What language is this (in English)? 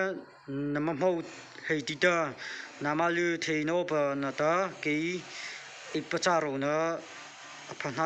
Mara Chin